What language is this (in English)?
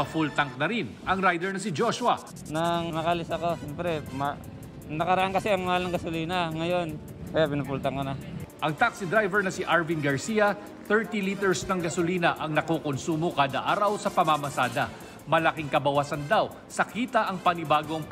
Filipino